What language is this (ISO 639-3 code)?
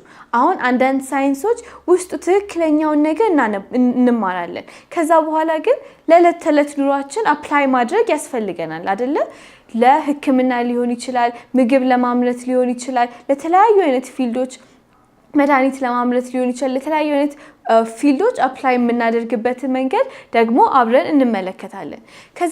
amh